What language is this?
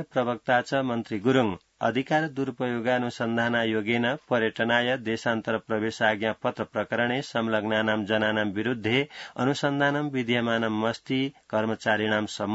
Sanskrit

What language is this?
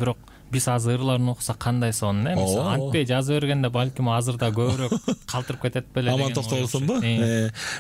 Kyrgyz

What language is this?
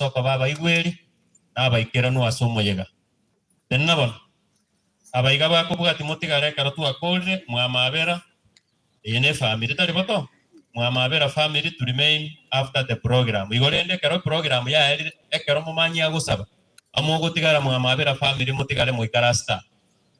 Gusii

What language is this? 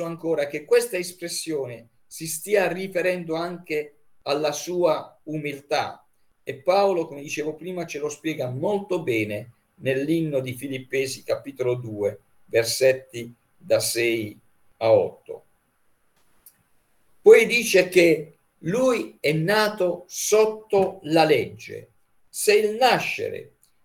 Italian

